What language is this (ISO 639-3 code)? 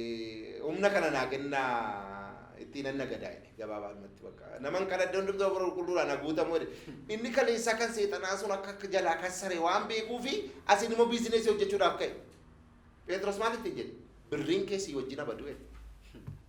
orm